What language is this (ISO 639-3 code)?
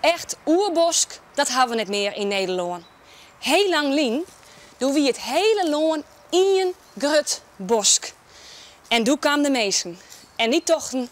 fry